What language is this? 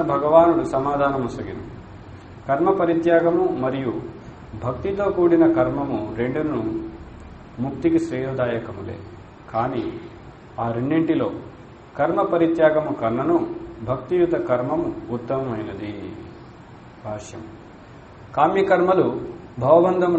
Telugu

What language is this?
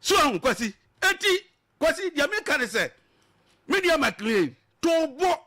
Akan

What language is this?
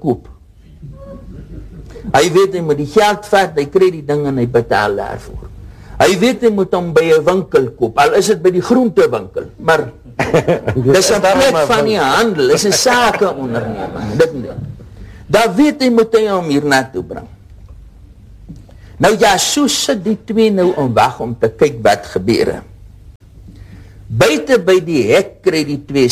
Afrikaans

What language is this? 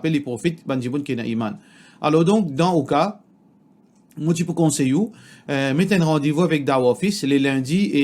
Morisyen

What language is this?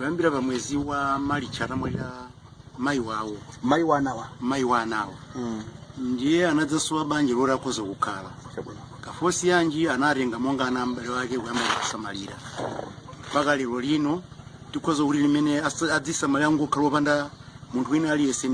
Nyanja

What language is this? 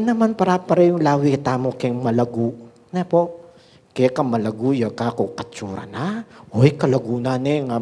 Pampanga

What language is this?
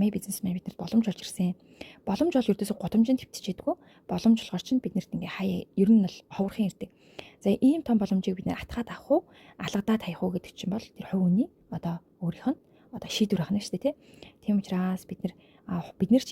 Mongolian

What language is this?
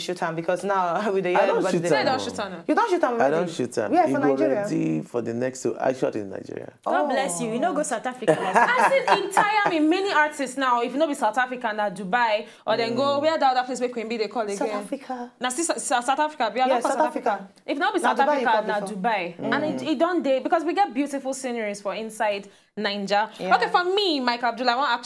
Nigerian Pidgin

